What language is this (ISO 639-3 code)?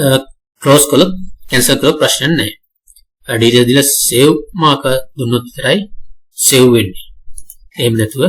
sin